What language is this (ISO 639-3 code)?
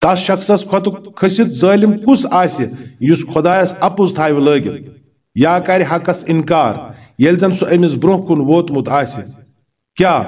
kas